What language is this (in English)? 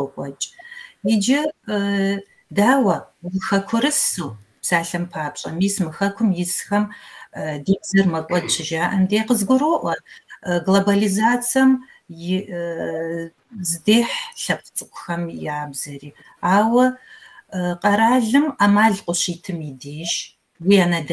Kabardian